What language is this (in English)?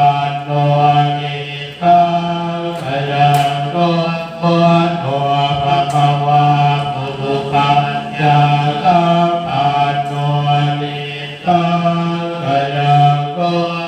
Pali